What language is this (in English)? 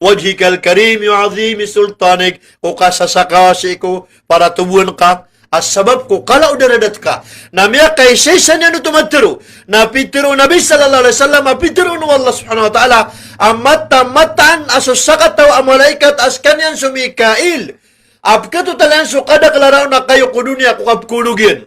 Maranao